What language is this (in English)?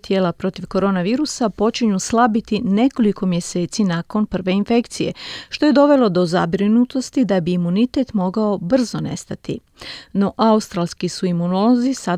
Croatian